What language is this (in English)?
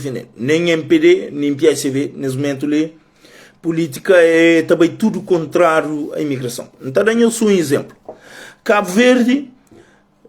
Kabuverdianu